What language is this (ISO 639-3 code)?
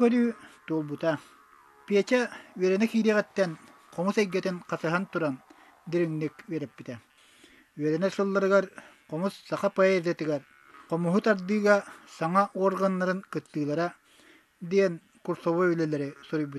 sah